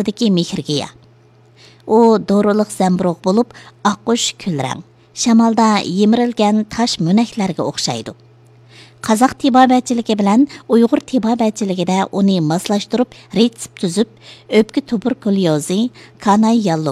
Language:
Uyghur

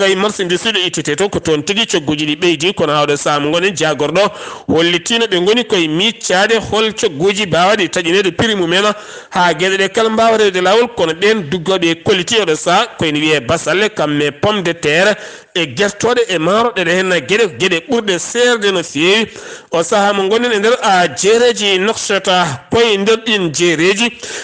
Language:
Fula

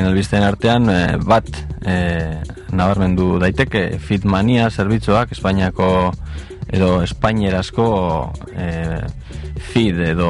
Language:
Basque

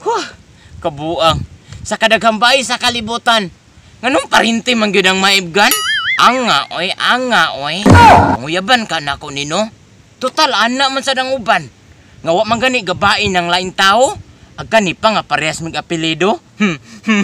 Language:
Cebuano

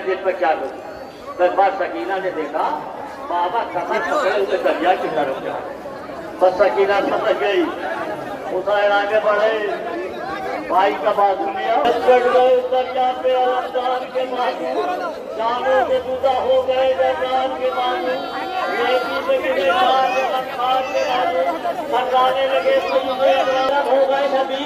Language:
Urdu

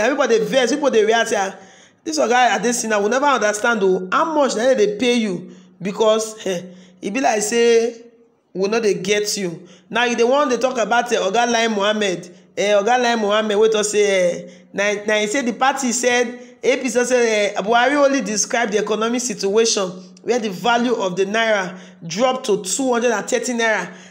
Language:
Nigerian Pidgin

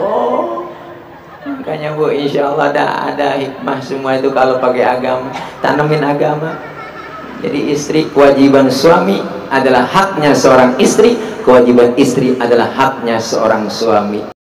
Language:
Betawi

